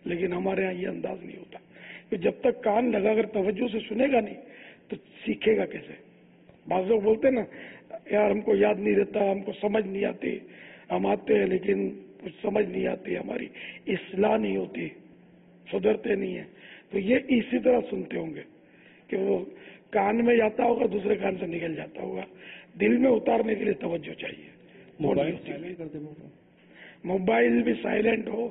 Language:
Urdu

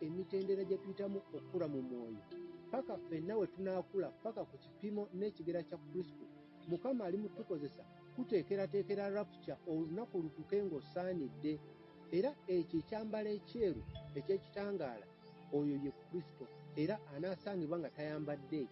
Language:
Ganda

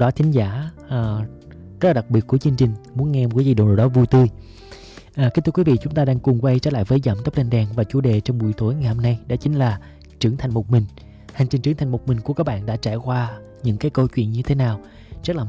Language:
Vietnamese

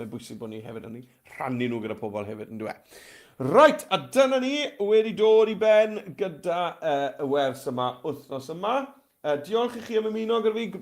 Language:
Welsh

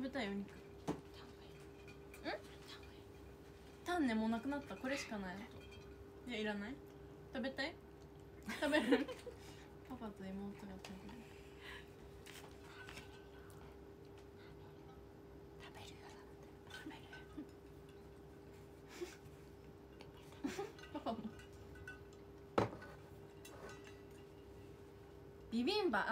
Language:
Japanese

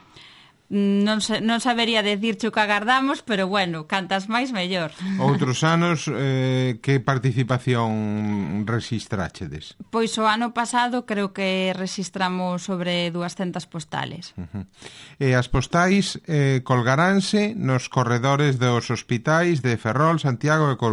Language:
Galician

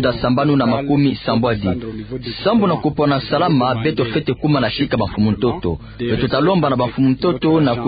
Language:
Kituba (Democratic Republic of Congo)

